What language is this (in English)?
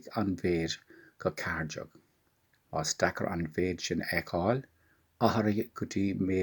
Irish